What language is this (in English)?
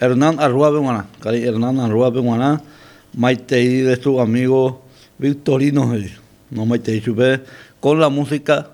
Guarani